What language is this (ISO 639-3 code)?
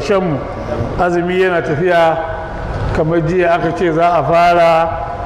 hau